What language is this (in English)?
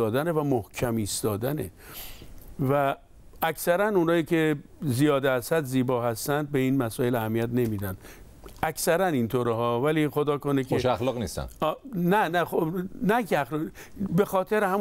Persian